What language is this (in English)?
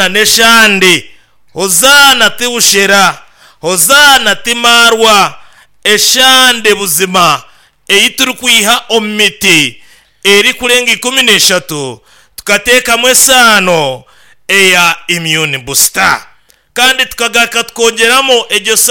Nyankole